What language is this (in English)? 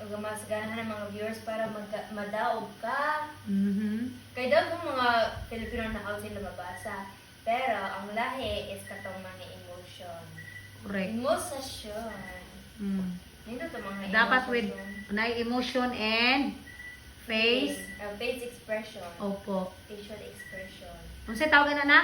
Cebuano